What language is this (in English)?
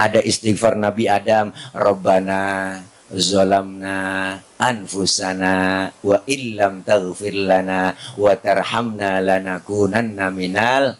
Betawi